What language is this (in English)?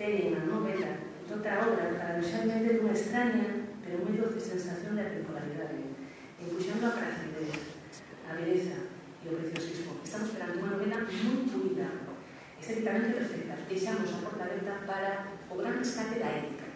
Galician